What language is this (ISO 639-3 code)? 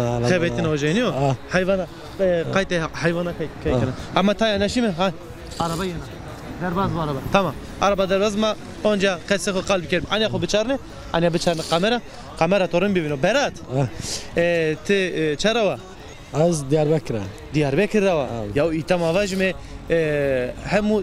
zza